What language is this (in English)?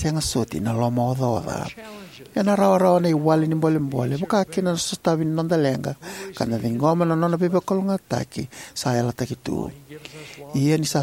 Fijian